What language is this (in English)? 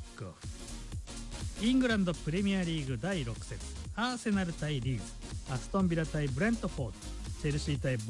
Japanese